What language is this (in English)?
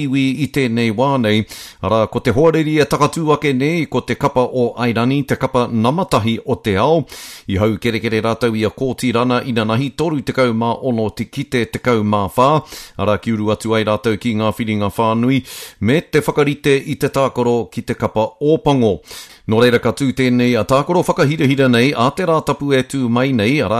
Māori